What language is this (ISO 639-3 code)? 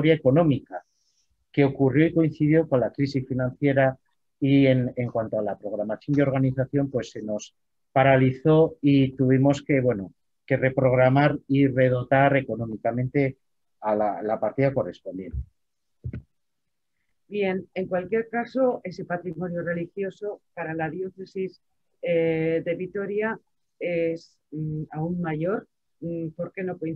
spa